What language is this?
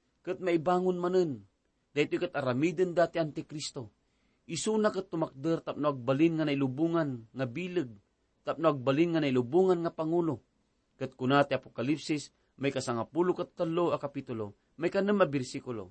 Iloko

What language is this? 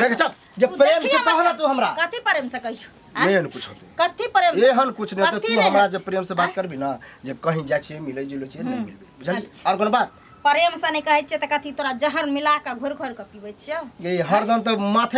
Maithili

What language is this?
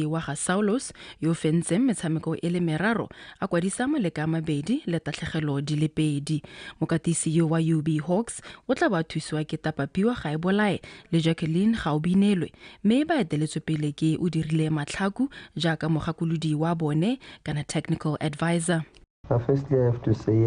Tswana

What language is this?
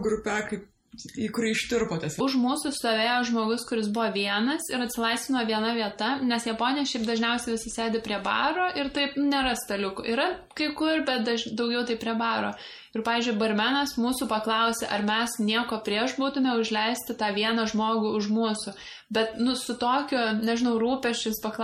Lithuanian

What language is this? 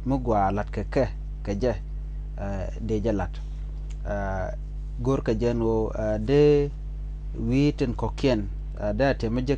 Nuer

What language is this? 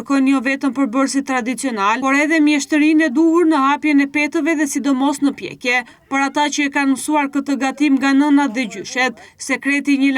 Albanian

